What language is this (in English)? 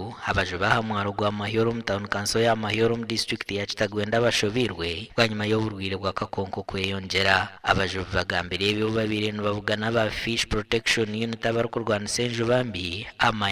Nyankole